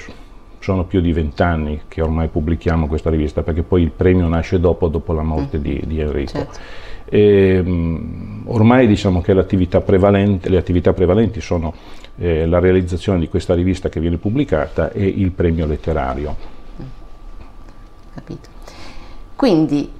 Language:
Italian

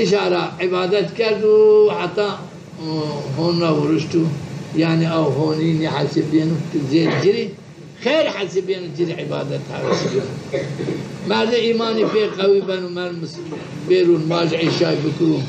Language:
Zaza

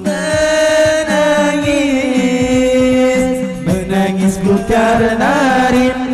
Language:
Banjar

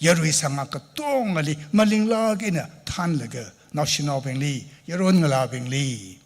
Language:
Tangkhul Naga (India)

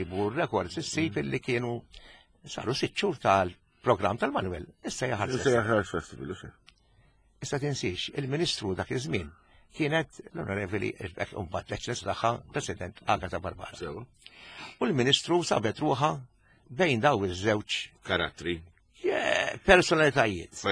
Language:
Maltese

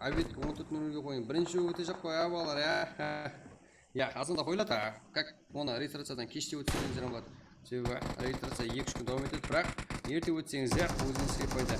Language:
Kara-Kalpak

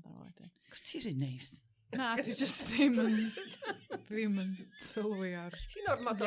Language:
Welsh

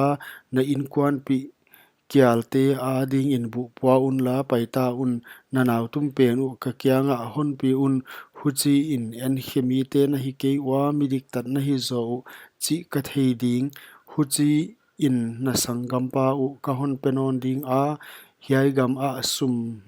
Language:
Paite Chin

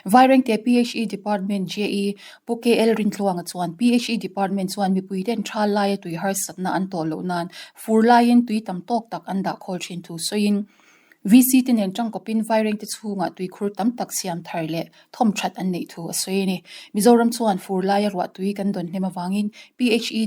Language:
Mizo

